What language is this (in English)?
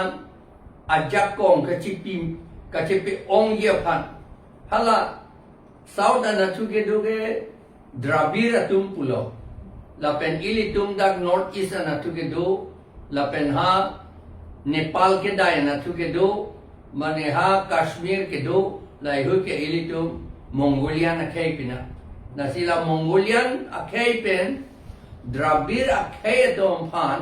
Karbi